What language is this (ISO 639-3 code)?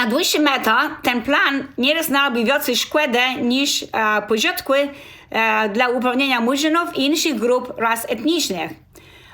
csb